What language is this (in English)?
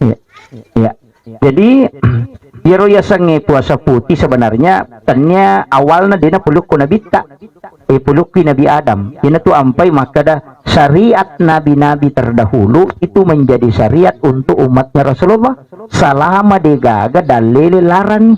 Buginese